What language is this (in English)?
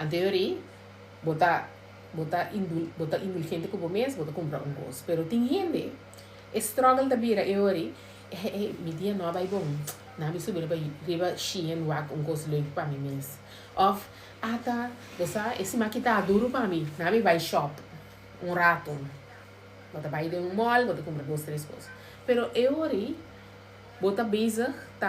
Papiamento